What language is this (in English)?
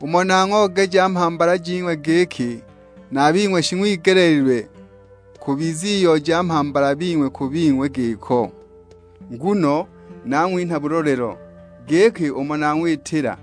Sukuma